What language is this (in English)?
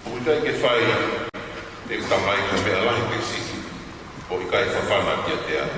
Tongan